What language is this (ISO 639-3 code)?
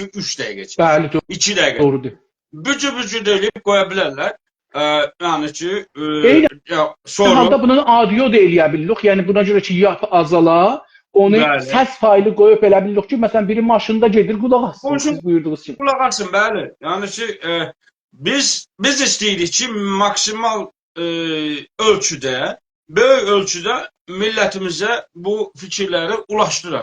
azb